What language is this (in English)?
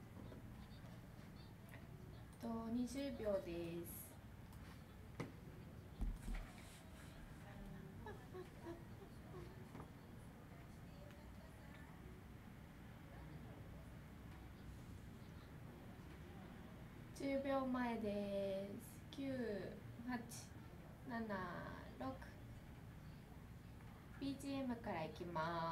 Japanese